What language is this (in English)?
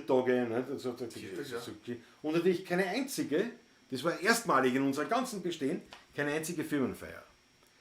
Bavarian